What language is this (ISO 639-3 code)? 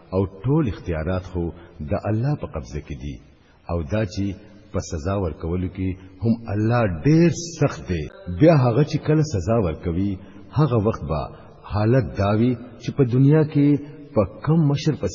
pus